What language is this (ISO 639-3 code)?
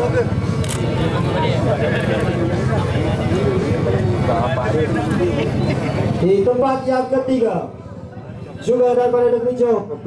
msa